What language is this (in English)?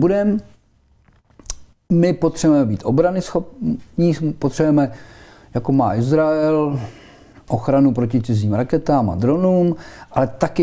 Czech